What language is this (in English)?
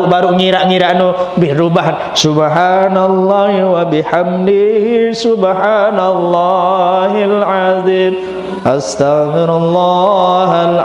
Sasak